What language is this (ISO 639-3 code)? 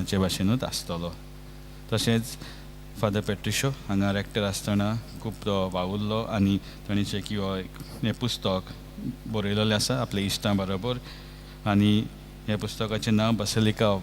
kok